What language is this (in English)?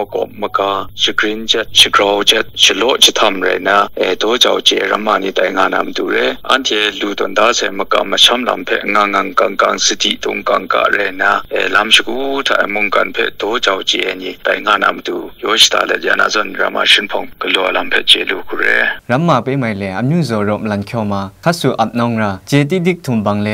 Kachin